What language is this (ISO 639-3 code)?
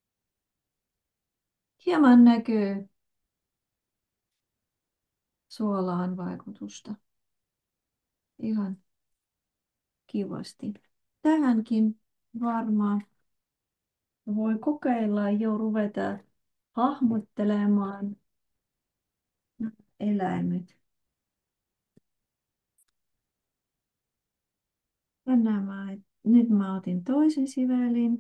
fin